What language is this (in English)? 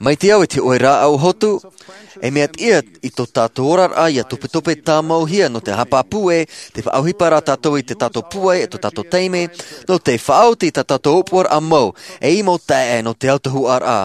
Tahitian